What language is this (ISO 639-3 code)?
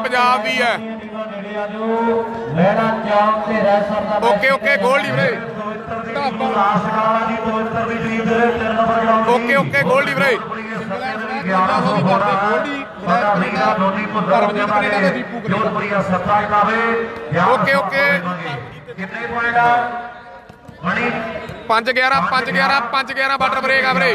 pan